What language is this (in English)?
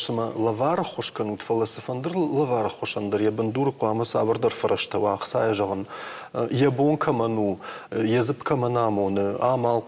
Ossetic